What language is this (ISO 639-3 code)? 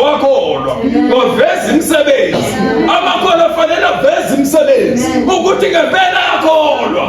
zul